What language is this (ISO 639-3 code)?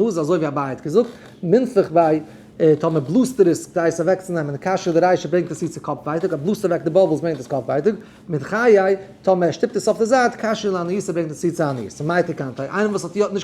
yid